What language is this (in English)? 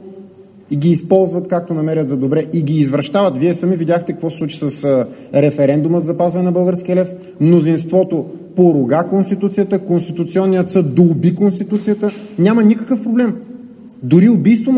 Bulgarian